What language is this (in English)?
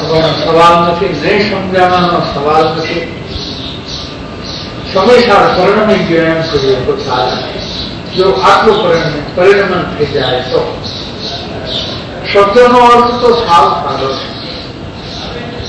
Gujarati